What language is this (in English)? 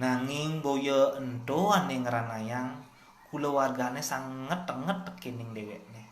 Balinese